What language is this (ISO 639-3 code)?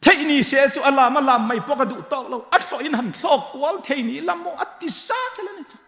hmr